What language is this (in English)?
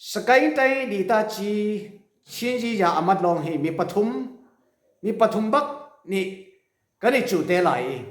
Falam Chin